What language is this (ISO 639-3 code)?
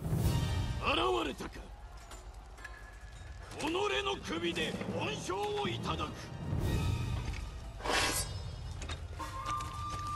jpn